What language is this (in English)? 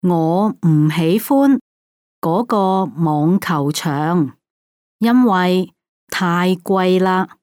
Cantonese